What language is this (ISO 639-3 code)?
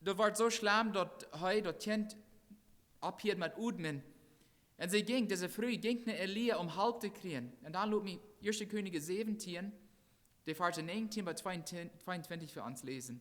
pdt